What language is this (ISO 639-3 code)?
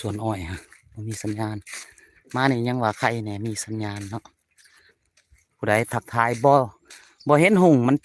lao